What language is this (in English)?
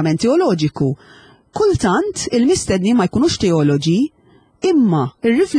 Maltese